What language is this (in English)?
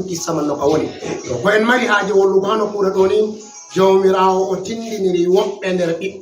Fula